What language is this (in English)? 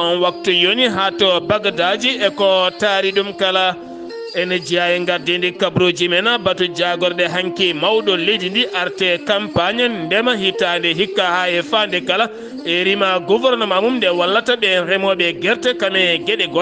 Fula